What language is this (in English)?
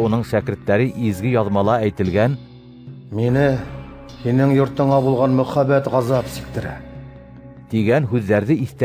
Bashkir